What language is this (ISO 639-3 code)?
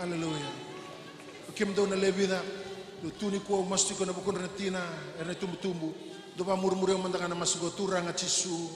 fij